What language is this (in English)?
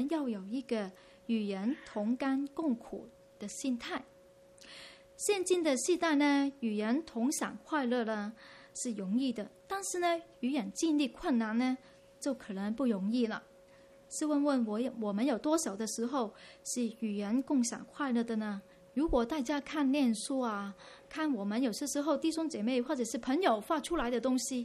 Chinese